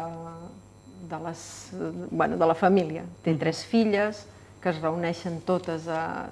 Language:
Catalan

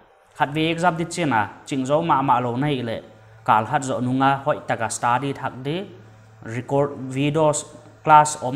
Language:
Paite Chin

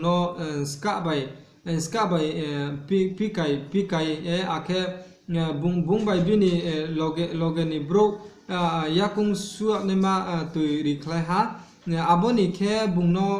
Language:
Riang (India)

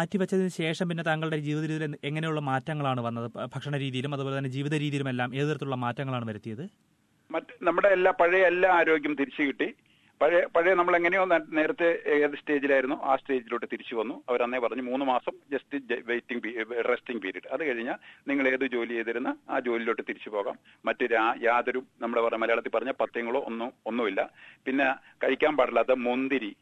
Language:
Malayalam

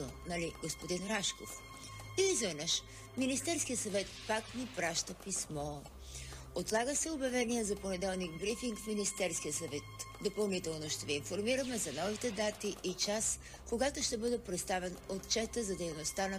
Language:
Bulgarian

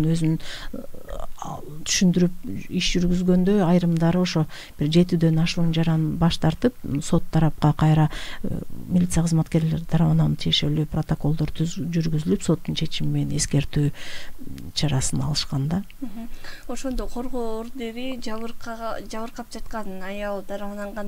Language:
Kyrgyz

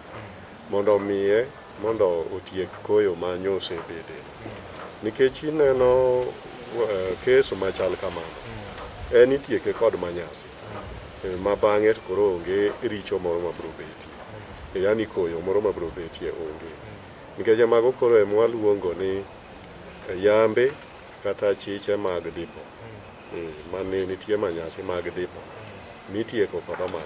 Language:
Luo (Kenya and Tanzania)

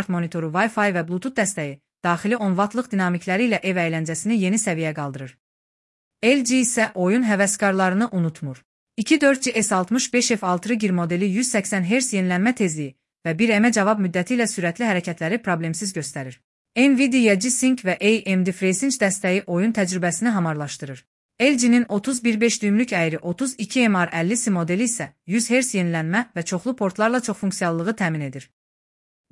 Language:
Azerbaijani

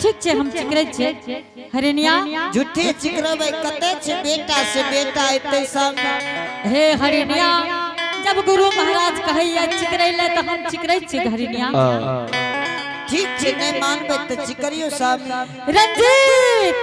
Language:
Angika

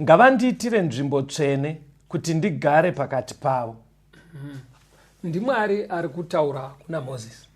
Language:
Shona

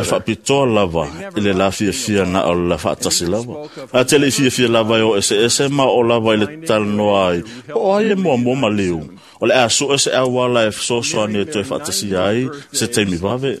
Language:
Samoan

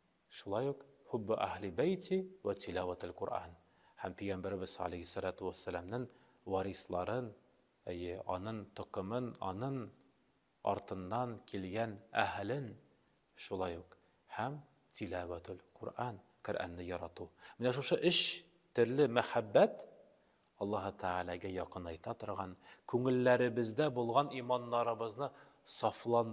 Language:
Tatar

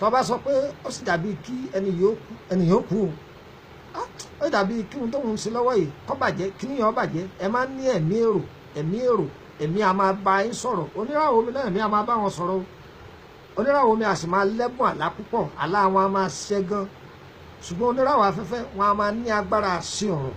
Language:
Yoruba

